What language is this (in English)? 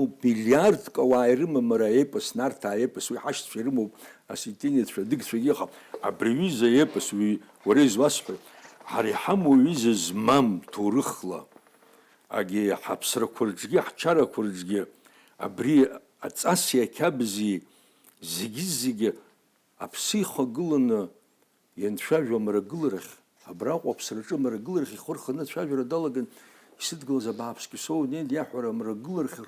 Abkhazian